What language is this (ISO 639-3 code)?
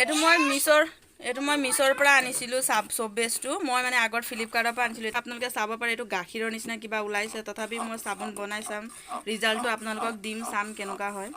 asm